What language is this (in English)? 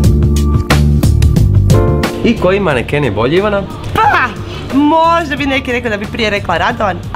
Croatian